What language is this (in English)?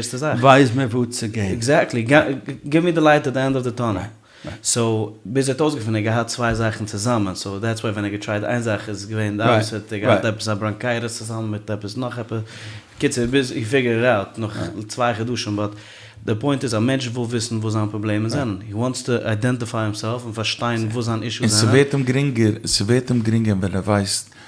Yiddish